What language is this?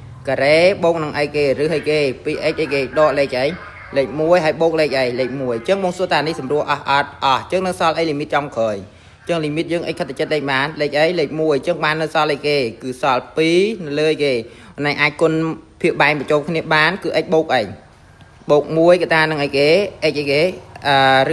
Khmer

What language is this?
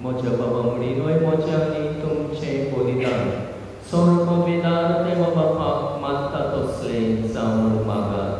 Konkani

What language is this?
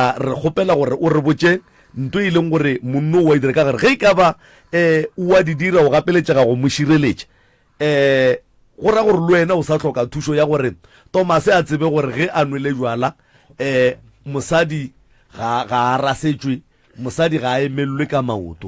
Northern Sotho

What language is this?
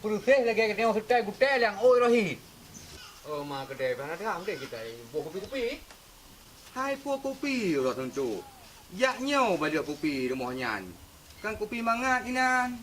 Achinese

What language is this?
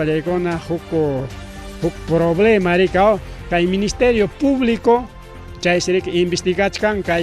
Ayacucho Quechua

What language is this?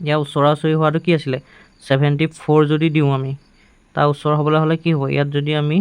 Assamese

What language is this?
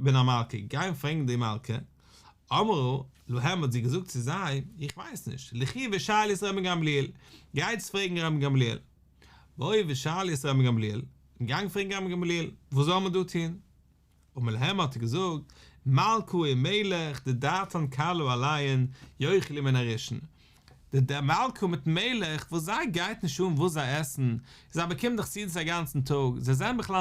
Yiddish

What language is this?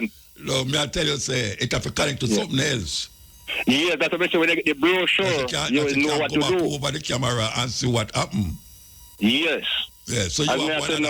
Jamaican Creole English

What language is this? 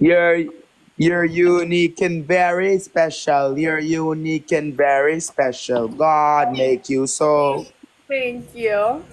Jamaican Creole English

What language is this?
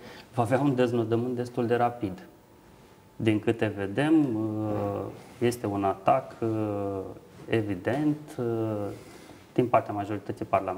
Romanian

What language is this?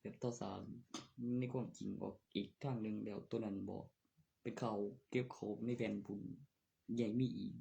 Northeastern Thai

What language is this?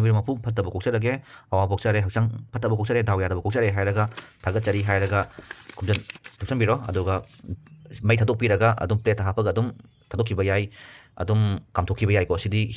Manipuri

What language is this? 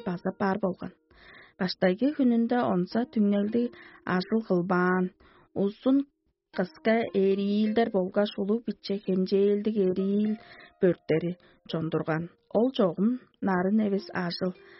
Tuvinian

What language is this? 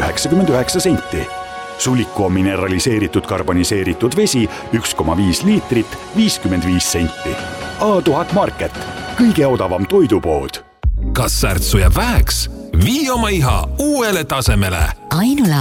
Estonian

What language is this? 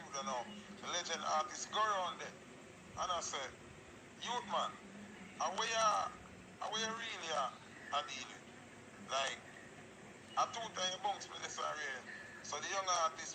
Jamaican Creole English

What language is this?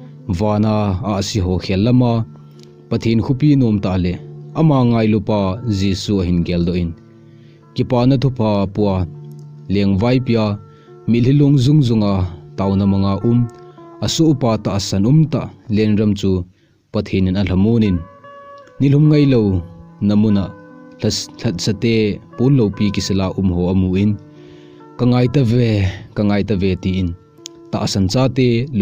Thado Chin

